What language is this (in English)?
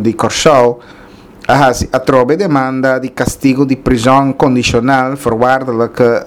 Papiamento